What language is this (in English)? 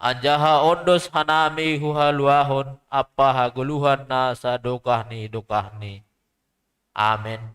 Batak Simalungun